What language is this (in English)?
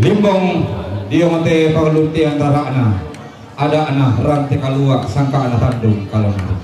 Toraja-Sa'dan